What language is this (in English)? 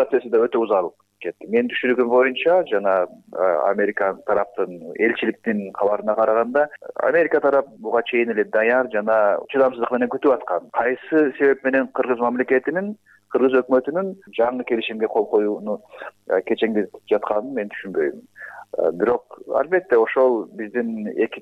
Kyrgyz